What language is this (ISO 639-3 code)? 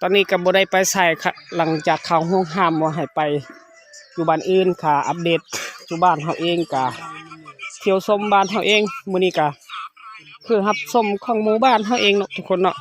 lao